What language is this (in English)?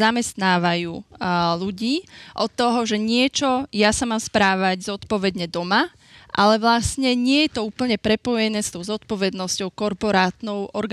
Slovak